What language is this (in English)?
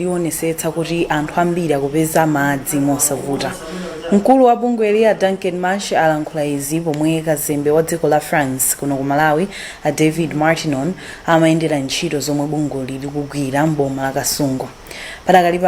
Nyanja